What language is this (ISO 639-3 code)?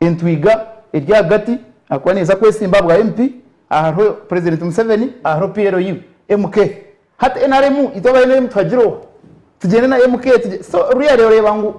nyn